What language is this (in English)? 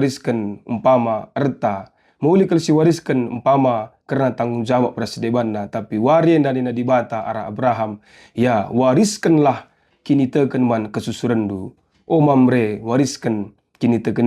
Batak Karo